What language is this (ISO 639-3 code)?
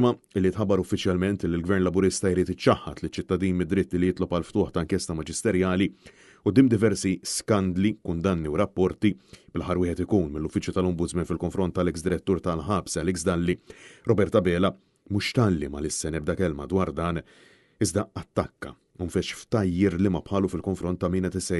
mlt